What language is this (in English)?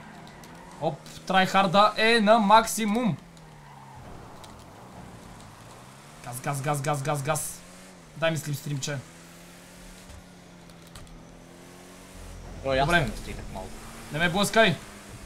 Bulgarian